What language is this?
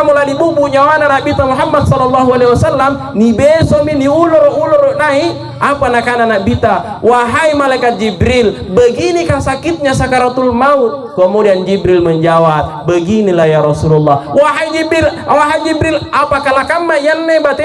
Makasar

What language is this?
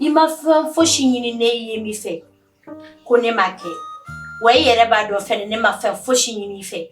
Bambara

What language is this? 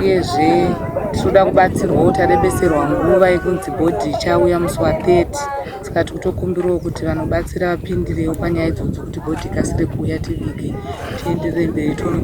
Shona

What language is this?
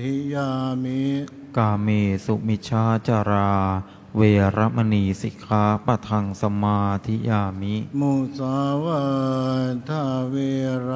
Pali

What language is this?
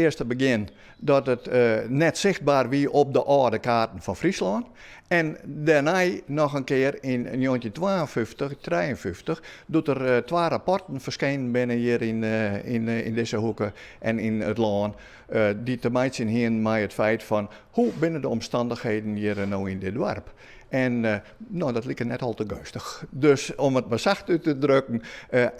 Western Frisian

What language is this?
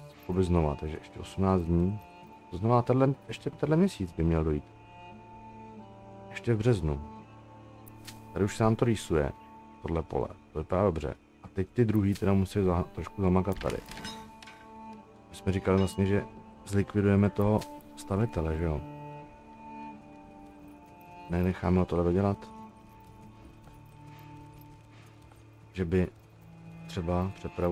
Czech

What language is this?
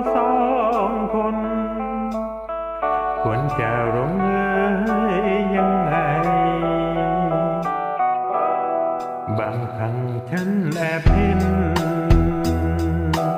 Thai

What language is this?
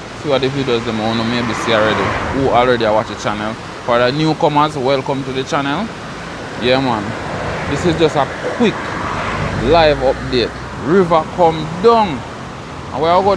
Jamaican Creole English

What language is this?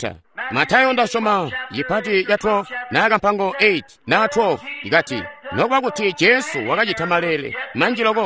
Tonga (Zambia)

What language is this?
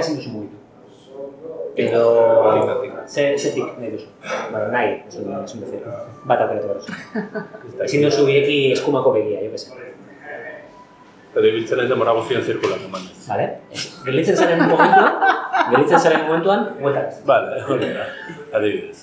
Basque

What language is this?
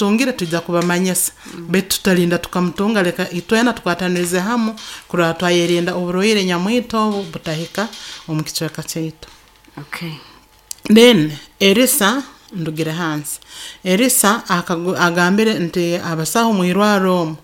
Nyoro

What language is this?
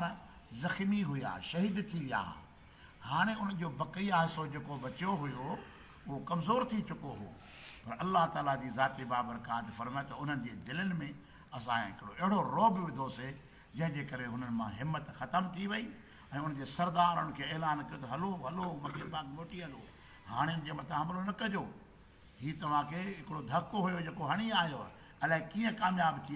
Sindhi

